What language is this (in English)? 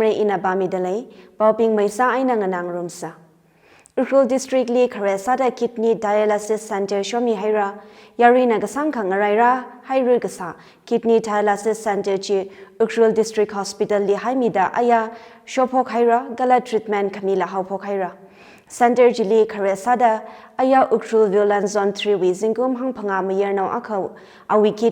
Tangkhul Naga (India)